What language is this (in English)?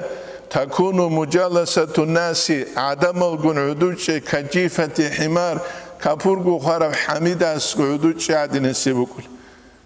Avaric